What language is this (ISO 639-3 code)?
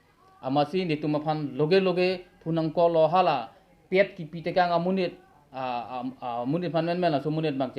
mjw